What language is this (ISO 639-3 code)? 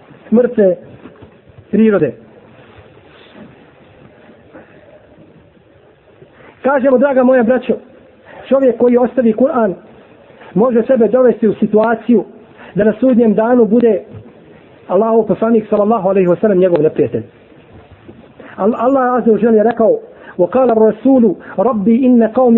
bos